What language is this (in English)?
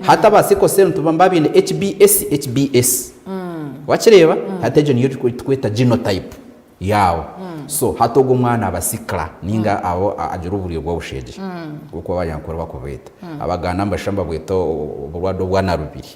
Nyankole